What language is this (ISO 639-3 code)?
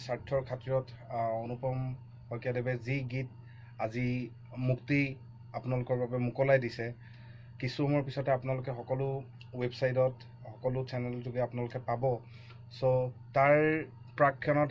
asm